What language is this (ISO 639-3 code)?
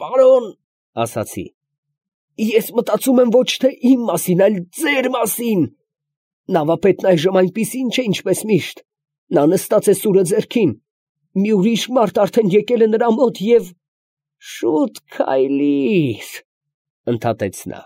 hye